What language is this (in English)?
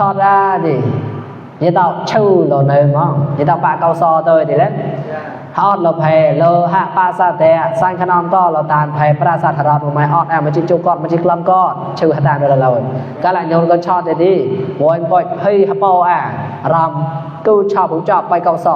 Mon